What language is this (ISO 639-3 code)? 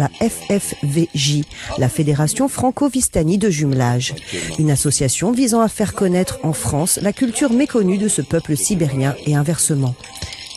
fra